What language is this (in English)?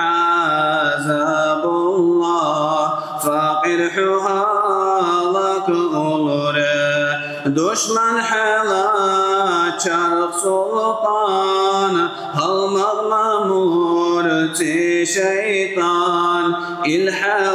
Dargwa